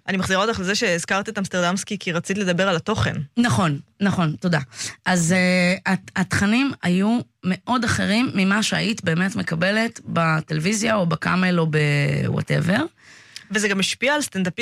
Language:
Hebrew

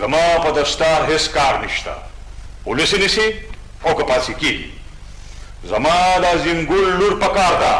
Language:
Pashto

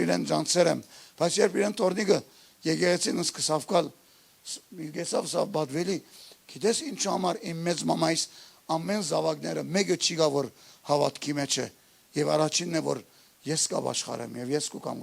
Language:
Western Armenian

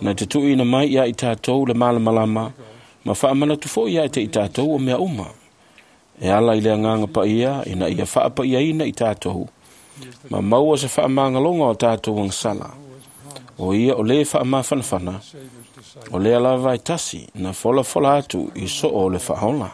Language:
Samoan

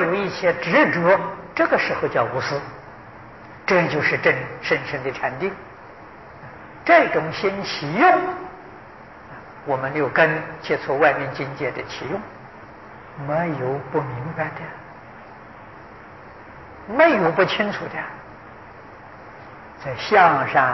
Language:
Chinese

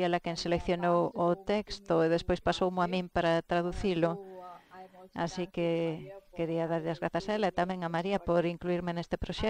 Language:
Galician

